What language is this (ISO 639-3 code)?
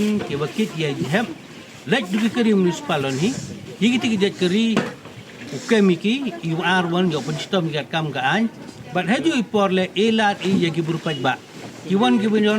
pbv